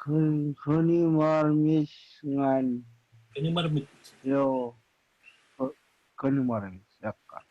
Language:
Marshallese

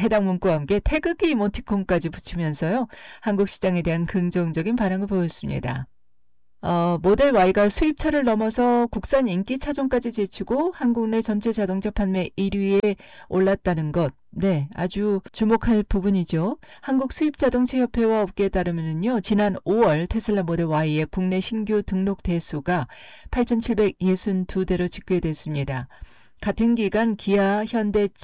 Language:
Korean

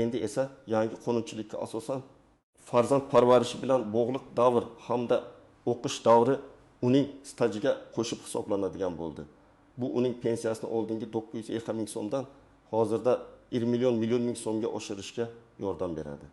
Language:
Uzbek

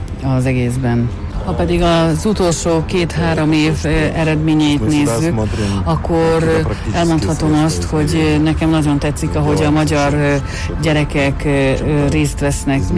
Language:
Hungarian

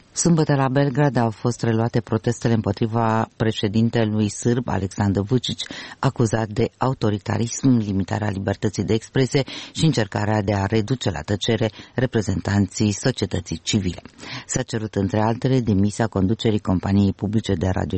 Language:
Romanian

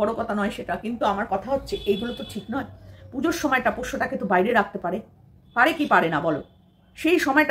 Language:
Bangla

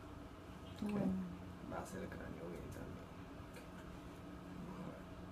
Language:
Spanish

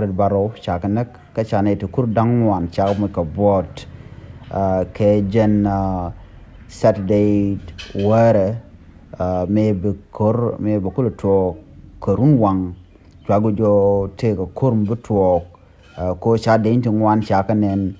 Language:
Nuer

